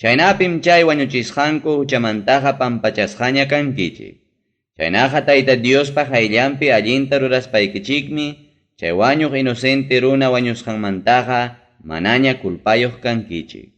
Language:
Ayacucho Quechua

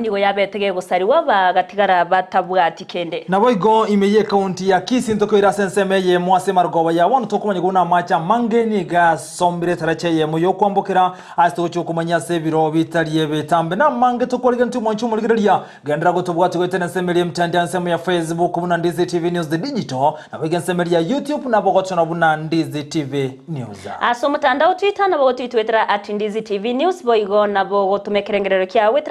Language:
Gusii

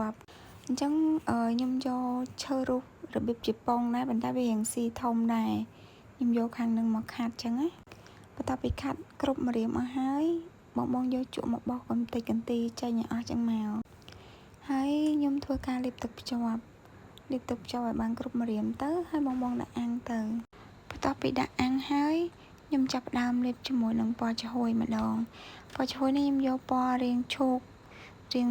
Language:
Khmer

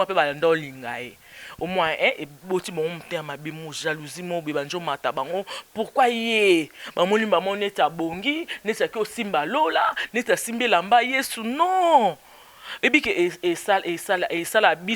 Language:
Lingala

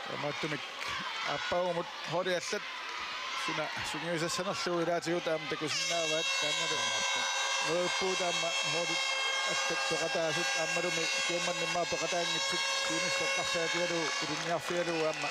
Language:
Kalaallisut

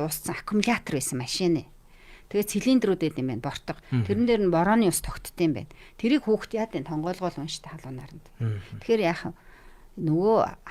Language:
Mongolian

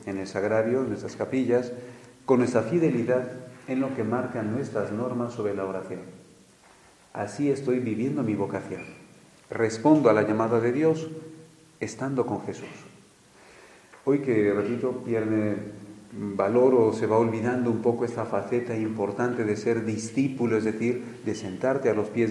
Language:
Spanish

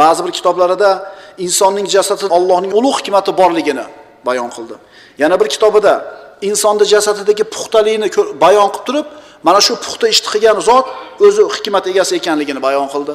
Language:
Uzbek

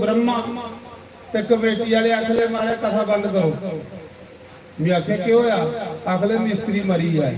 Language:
Dogri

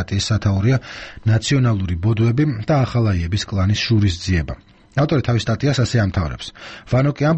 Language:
Georgian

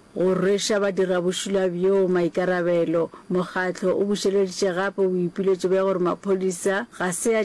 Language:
Northern Sotho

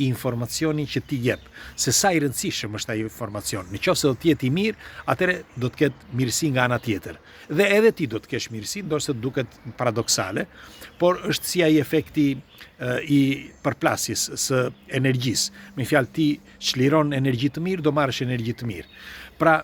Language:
Albanian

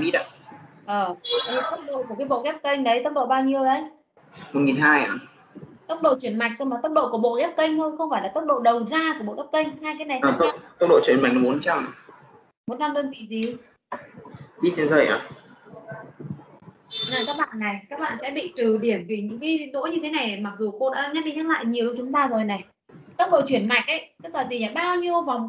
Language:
Vietnamese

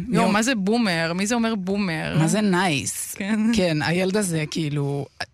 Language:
Hebrew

